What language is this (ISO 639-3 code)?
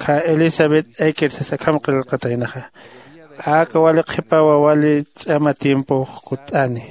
aym